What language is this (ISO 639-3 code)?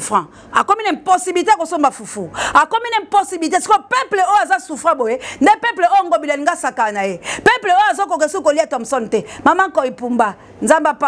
lin